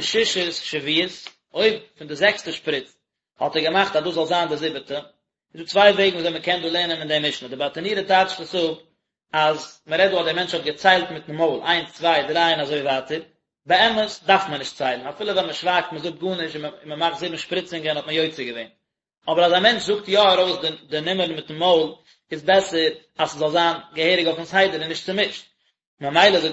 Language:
Yiddish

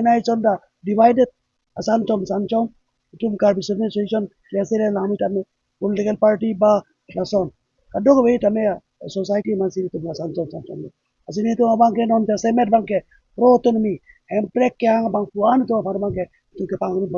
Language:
Karbi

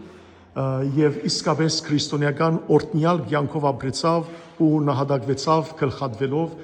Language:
Western Armenian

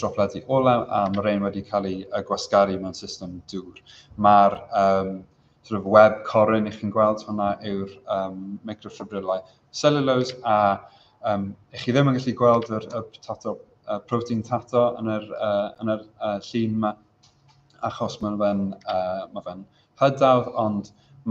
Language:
Welsh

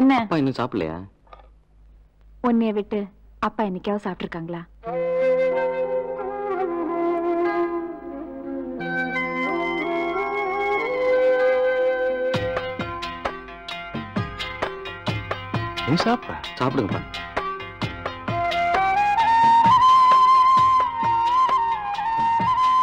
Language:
Tamil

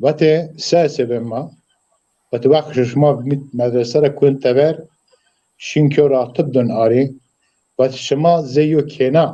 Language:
Zaza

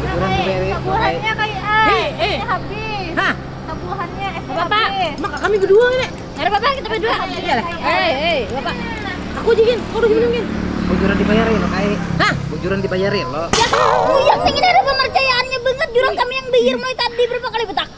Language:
Banjar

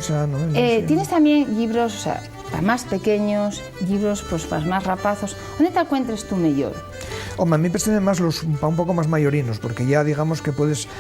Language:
Asturian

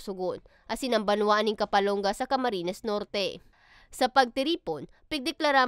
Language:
Bikol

